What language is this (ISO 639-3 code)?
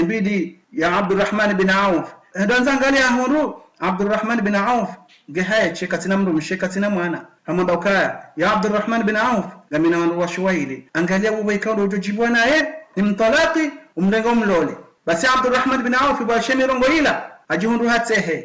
zdj